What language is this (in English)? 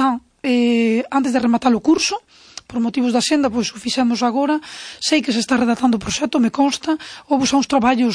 Galician